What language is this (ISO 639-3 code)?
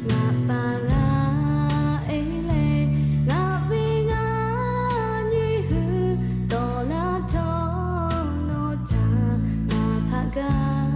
lhu